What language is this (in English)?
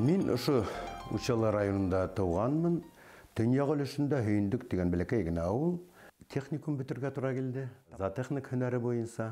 Bashkir